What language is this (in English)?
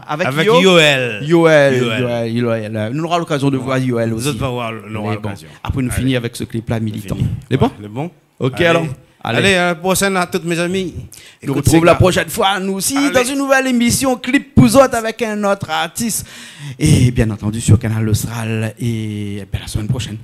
Réunion Creole French